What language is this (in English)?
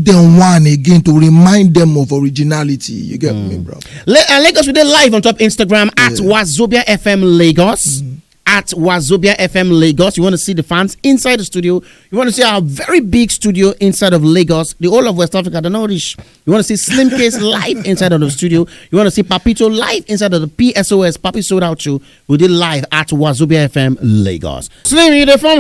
Nigerian Pidgin